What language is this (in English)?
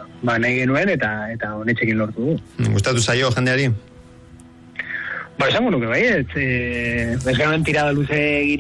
Basque